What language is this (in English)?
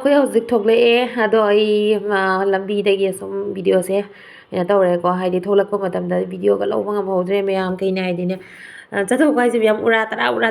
Manipuri